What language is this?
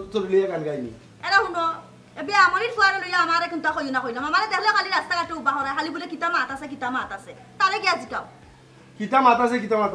Sylheti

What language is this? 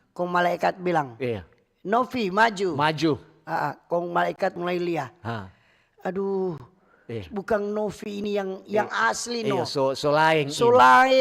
Manado Malay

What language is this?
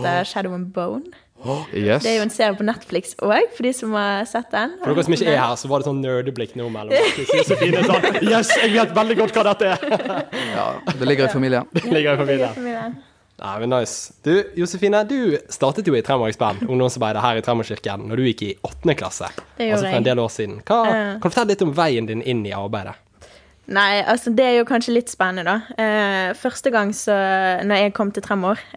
Norwegian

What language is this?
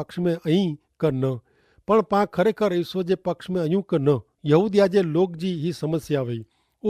Kachhi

